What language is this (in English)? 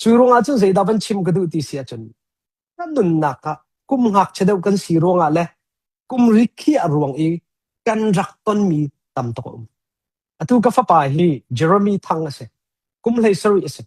Hakha Chin